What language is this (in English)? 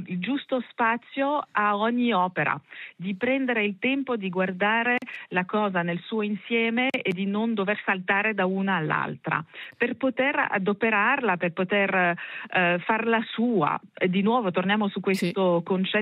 Italian